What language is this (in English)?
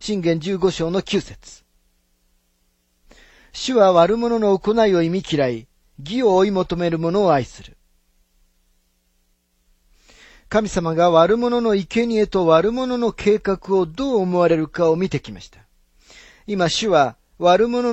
Japanese